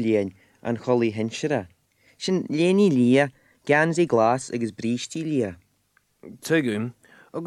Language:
Irish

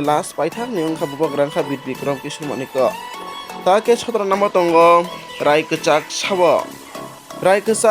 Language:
Kok Borok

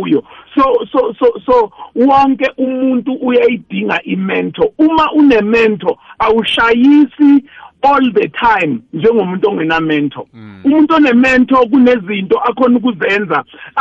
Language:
South Ndebele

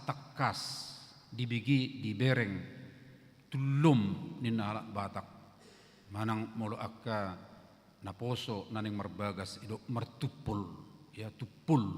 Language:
Batak Toba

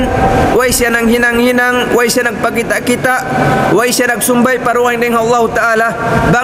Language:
Tausug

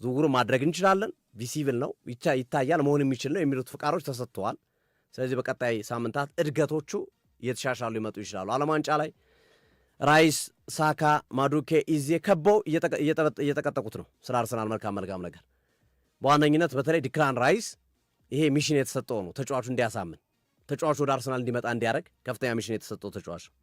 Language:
Amharic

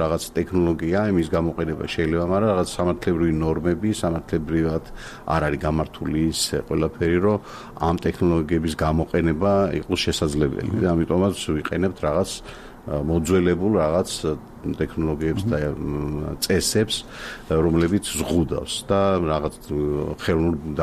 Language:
Georgian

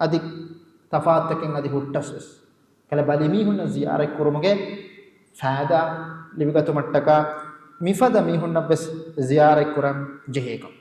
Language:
Divehi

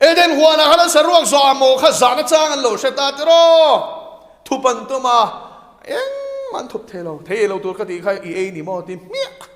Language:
Mizo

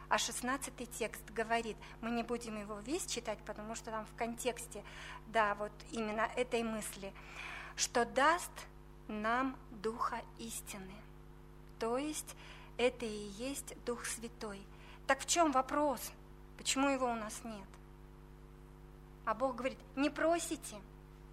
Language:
Russian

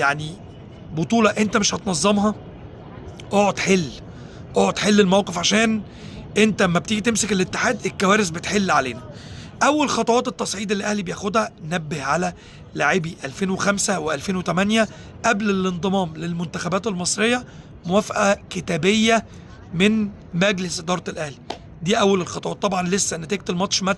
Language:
Egyptian Arabic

